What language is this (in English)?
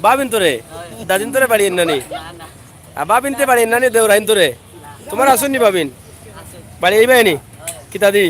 Sylheti